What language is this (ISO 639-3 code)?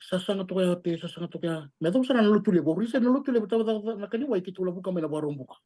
fij